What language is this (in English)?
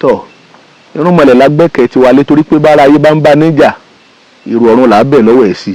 Yoruba